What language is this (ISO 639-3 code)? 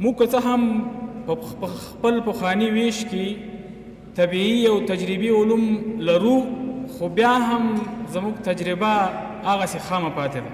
pus